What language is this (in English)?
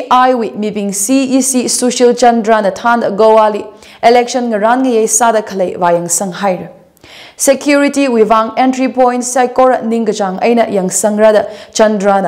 Tangkhul Naga (India)